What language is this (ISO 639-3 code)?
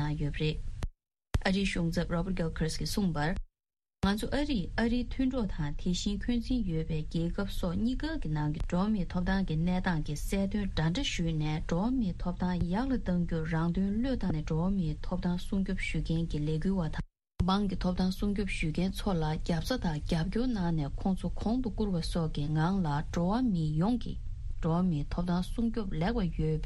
bod